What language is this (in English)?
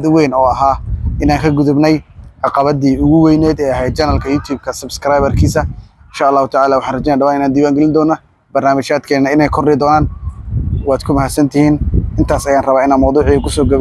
Somali